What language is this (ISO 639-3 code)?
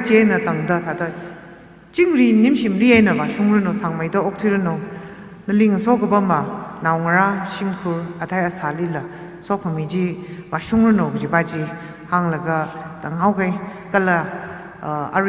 nmf